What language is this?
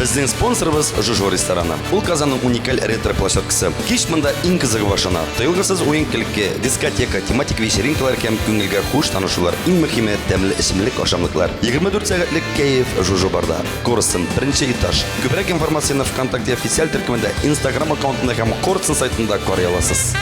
Tatar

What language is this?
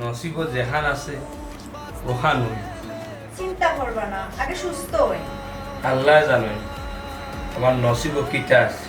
Sylheti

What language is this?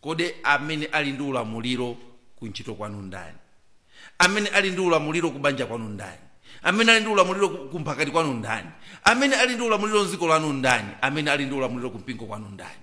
Nyanja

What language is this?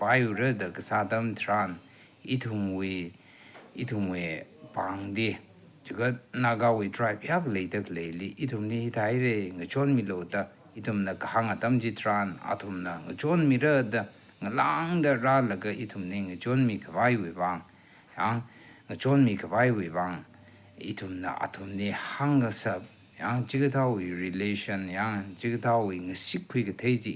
Tangkhul Naga (India)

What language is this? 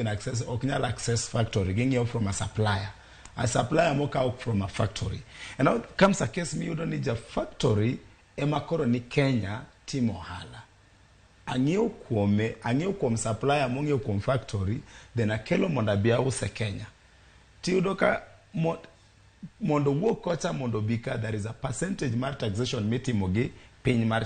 Luo (Kenya and Tanzania)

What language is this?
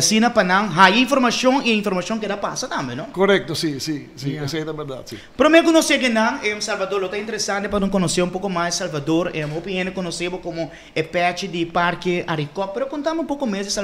Papiamento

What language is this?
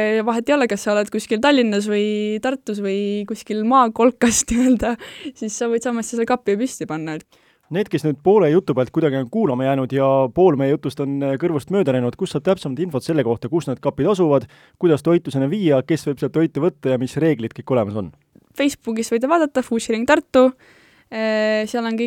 Estonian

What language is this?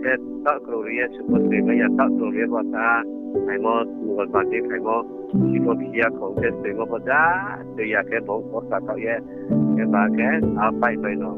Riang (India)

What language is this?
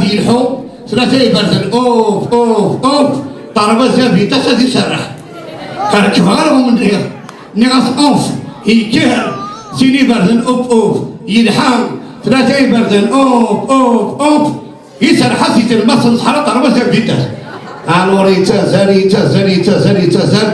Kabyle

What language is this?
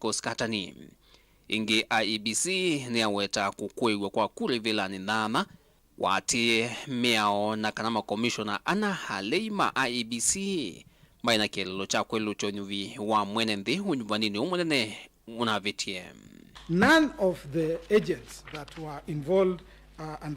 Kamba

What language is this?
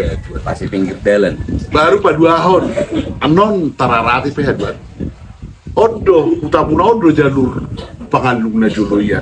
Batak Toba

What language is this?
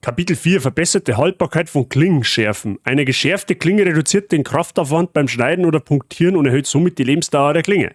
Bavarian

